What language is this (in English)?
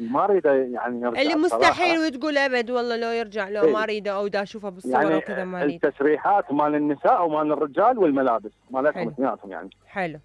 Mesopotamian Arabic